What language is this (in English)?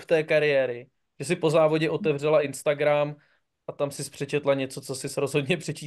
Czech